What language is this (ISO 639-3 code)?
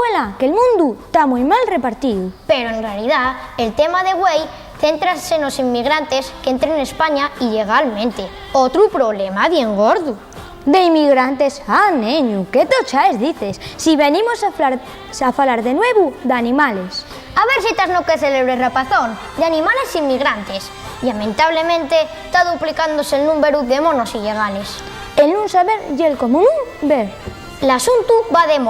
ast